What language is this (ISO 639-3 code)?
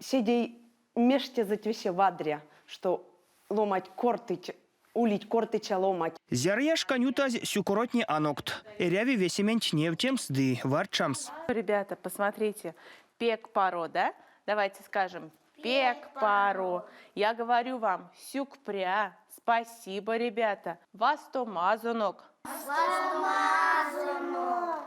myv